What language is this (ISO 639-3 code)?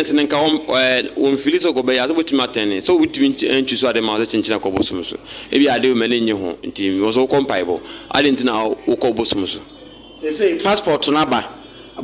aka